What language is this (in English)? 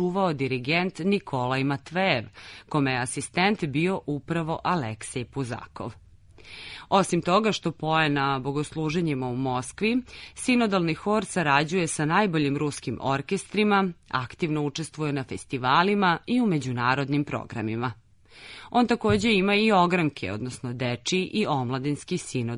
Serbian